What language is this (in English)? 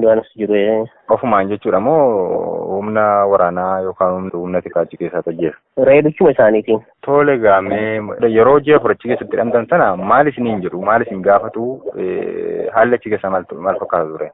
Oromo